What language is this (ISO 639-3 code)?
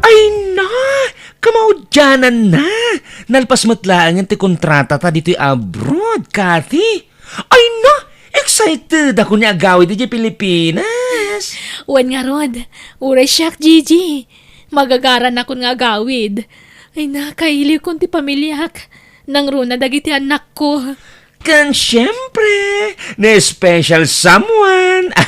ilo